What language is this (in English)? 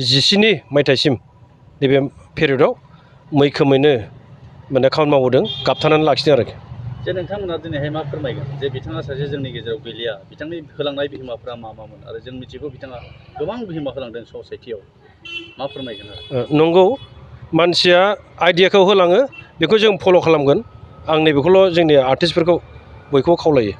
Bodo